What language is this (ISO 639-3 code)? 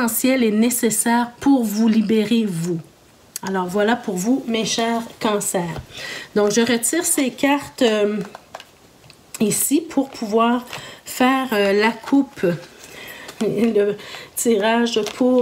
fra